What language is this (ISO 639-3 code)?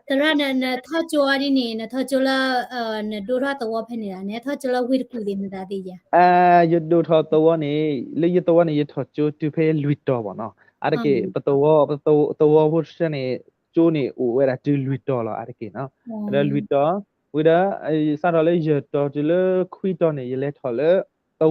ksw